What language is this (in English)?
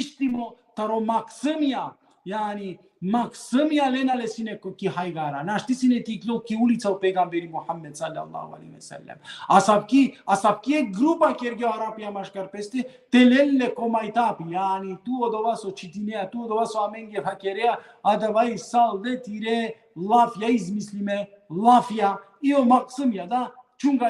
Balkan Romani